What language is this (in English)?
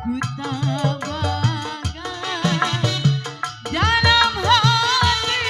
Betawi